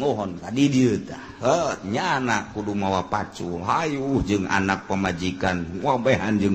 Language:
Sundanese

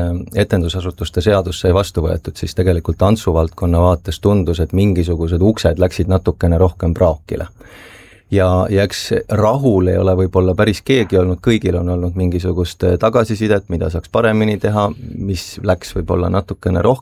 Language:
Estonian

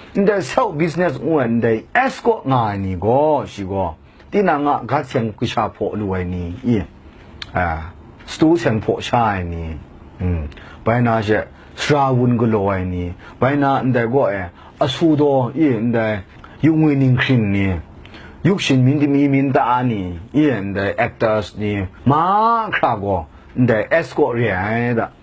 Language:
Kachin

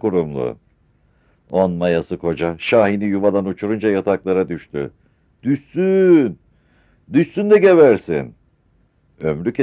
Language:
Turkish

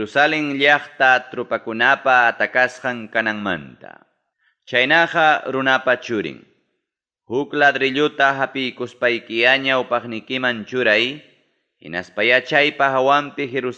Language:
Ayacucho Quechua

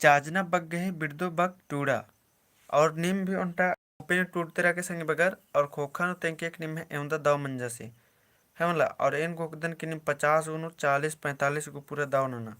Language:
Kurukh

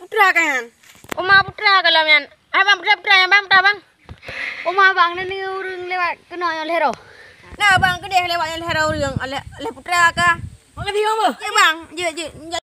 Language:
Achinese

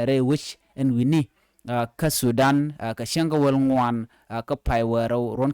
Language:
Nuer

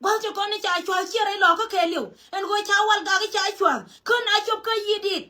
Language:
Nuer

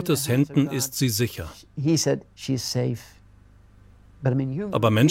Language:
German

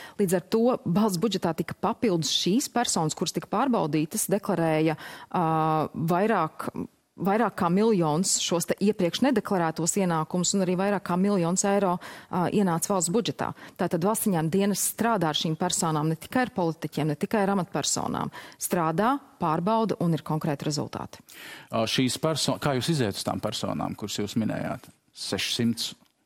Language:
Latvian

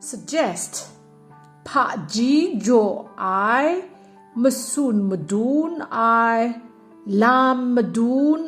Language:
Kachin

